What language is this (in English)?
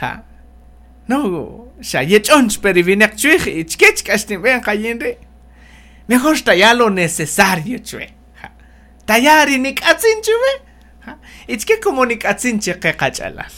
Kaqchikel